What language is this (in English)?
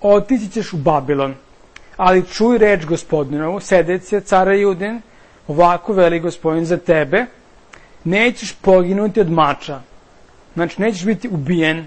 Serbian